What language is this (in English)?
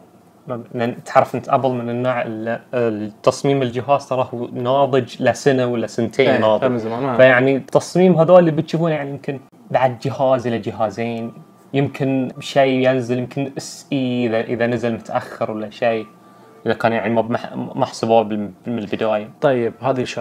Najdi Arabic